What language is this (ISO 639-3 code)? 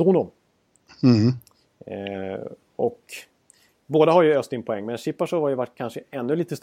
swe